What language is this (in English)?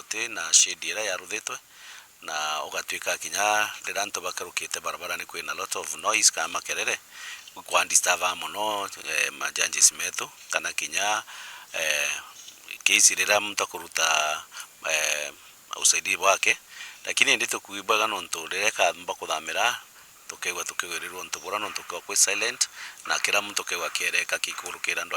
Meru